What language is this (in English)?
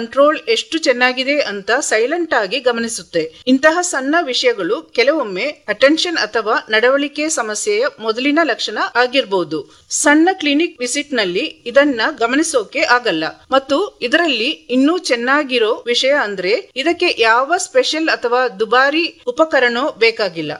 Kannada